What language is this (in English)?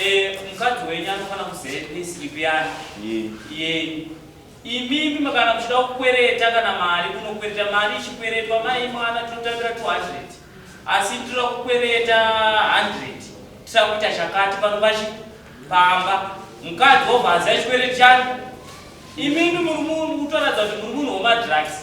Shona